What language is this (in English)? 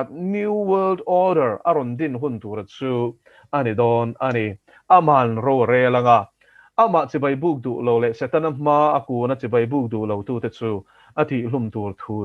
Mizo